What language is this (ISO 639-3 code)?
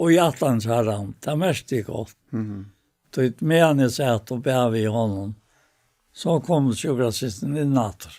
fao